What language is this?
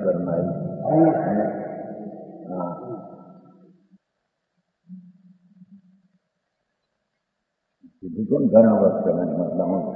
Gujarati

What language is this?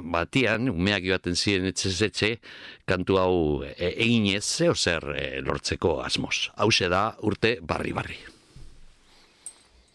Basque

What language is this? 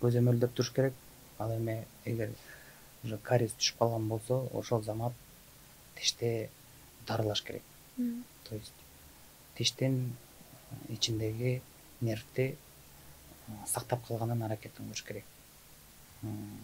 Kyrgyz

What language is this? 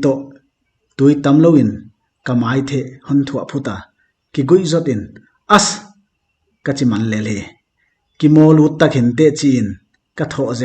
Paite Chin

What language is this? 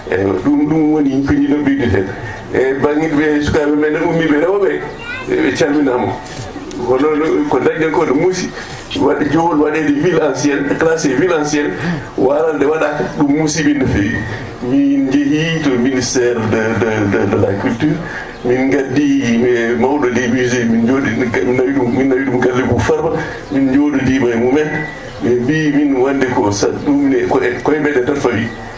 Fula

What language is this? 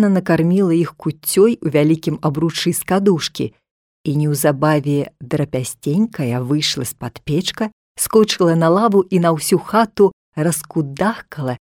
Belarusian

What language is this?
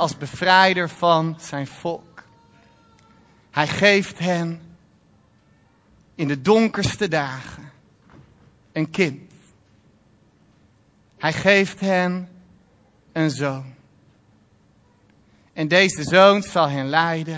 Dutch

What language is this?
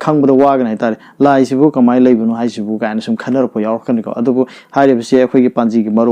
Manipuri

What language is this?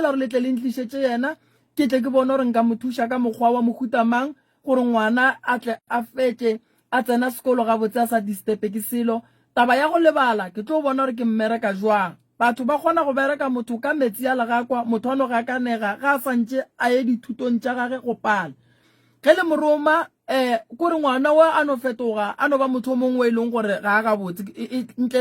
Northern Sotho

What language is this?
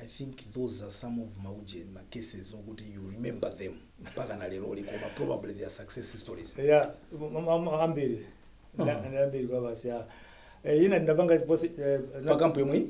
Nyanja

